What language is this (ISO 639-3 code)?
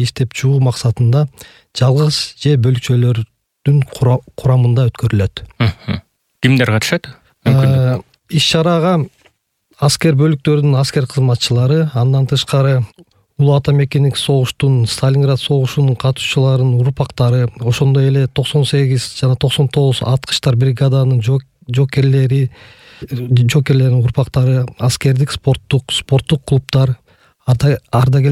kir